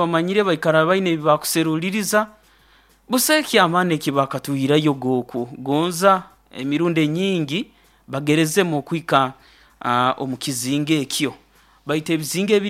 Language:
Nyoro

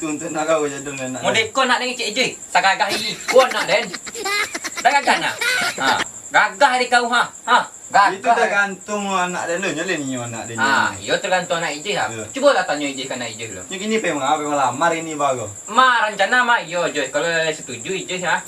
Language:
Minangkabau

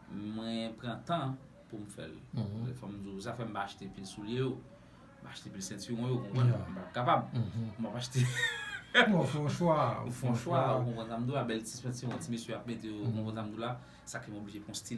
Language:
Haitian Creole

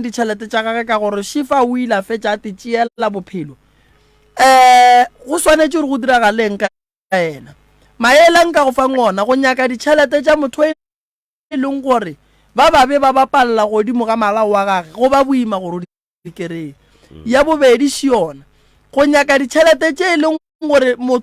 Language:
Northern Sotho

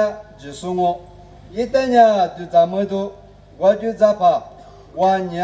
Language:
Lisu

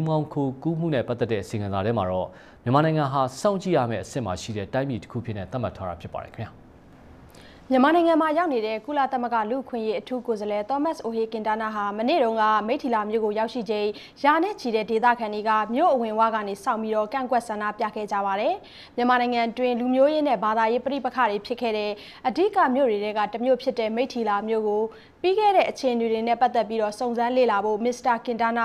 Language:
Burmese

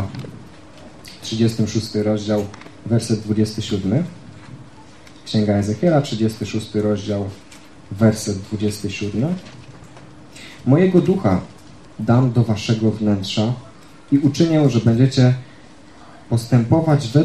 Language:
Polish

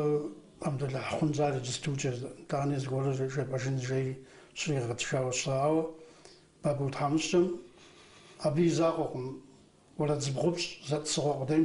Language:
Kabardian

